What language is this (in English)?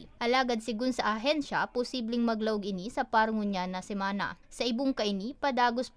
Bikol